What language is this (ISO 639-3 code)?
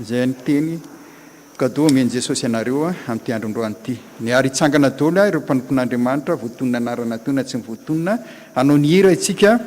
mlg